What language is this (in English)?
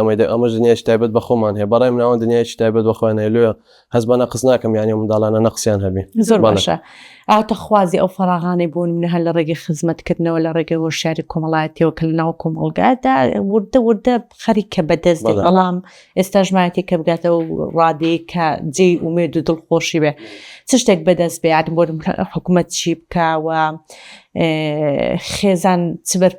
Central Kurdish